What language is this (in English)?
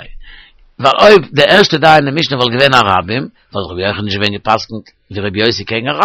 Yiddish